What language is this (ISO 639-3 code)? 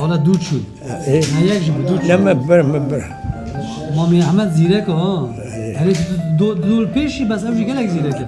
kur